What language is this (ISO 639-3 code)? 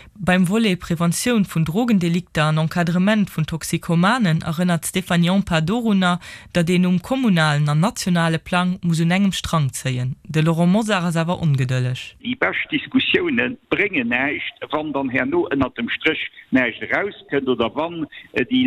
ltz